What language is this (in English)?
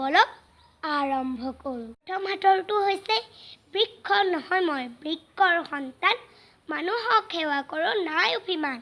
Assamese